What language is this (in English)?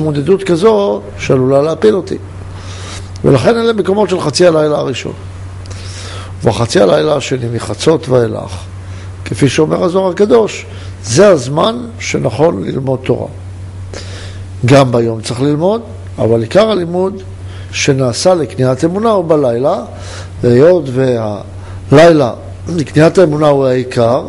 Hebrew